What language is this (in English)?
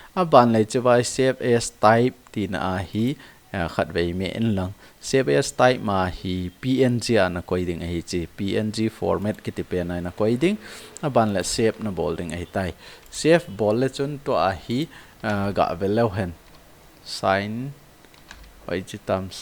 Thado Chin